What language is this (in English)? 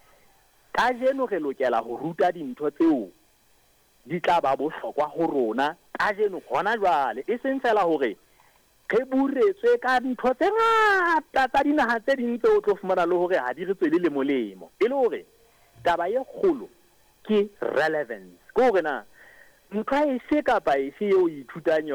Southern Sotho